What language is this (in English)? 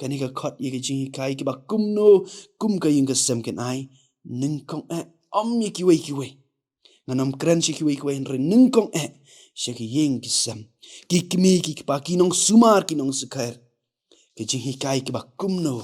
Khasi